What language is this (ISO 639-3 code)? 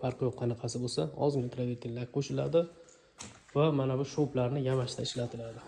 uzb